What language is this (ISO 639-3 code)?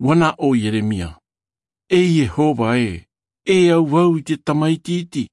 tah